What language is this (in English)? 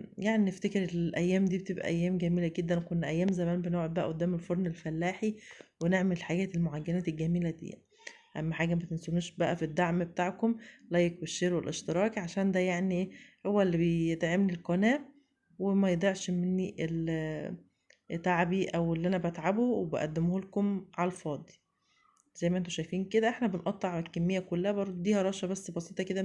Egyptian Arabic